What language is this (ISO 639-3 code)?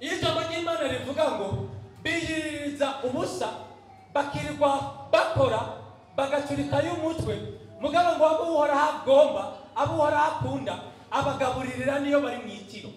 run